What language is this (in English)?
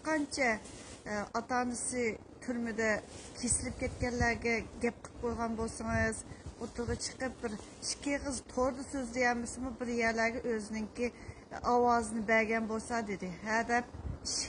Uyghur